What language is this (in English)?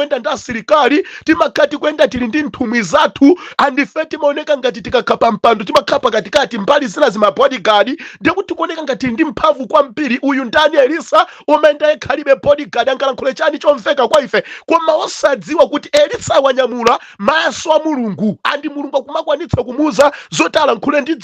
Nyanja